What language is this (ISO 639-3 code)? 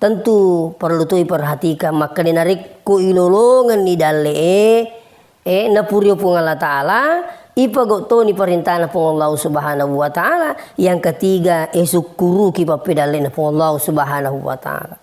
bug